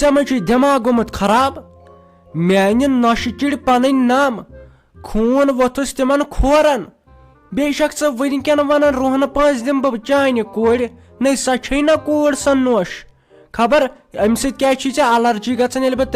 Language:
Kashmiri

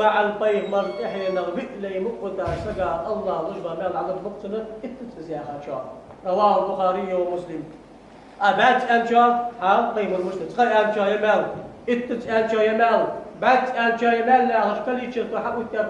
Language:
Ingush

